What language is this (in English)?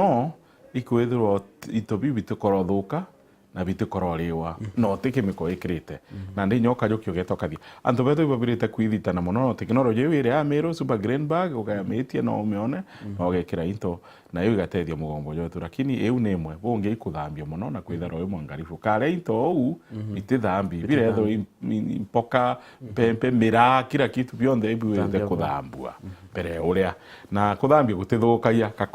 Meru